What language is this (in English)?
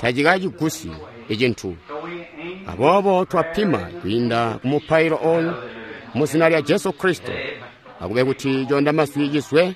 Tonga (Zambia)